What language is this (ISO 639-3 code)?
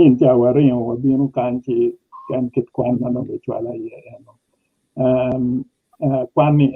ach